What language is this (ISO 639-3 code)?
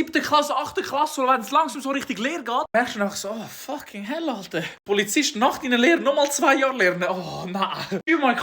gsw